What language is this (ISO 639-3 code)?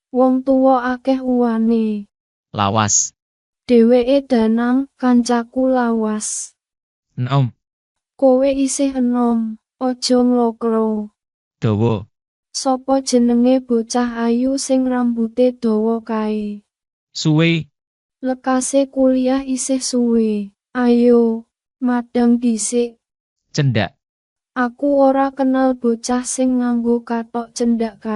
jav